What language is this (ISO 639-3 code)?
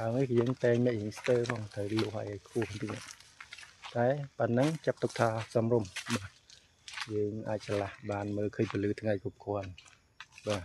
khm